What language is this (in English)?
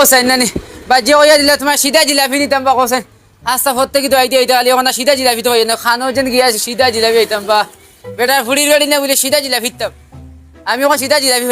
Sylheti